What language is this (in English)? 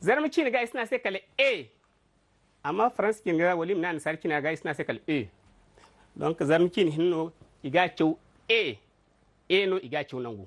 Zarma